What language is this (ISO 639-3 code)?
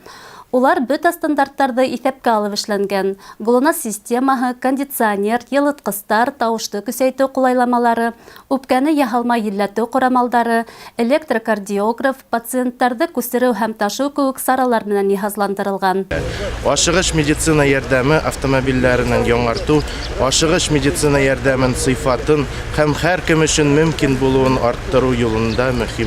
bak